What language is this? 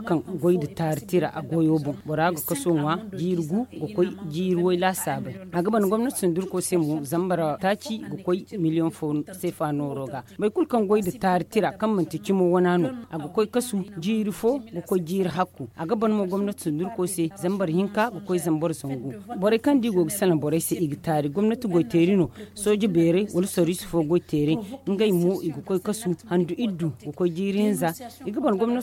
Zarma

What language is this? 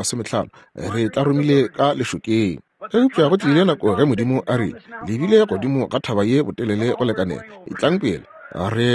Northern Sotho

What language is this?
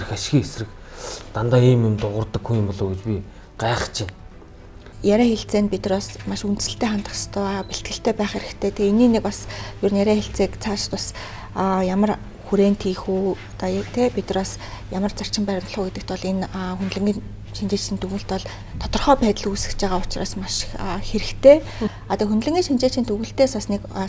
Mongolian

